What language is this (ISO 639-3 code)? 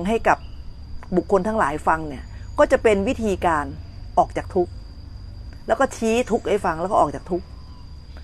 tha